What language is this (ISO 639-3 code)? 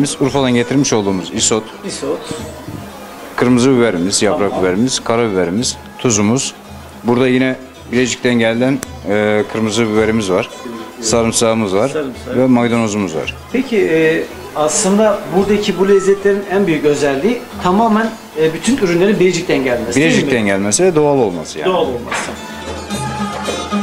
tur